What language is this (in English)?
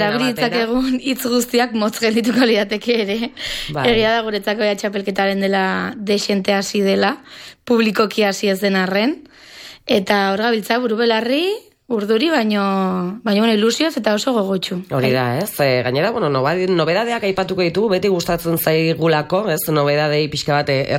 Basque